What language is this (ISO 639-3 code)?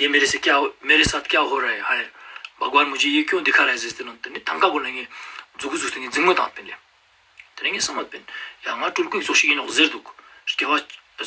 lbj